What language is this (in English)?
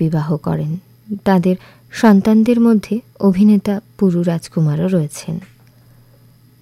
Bangla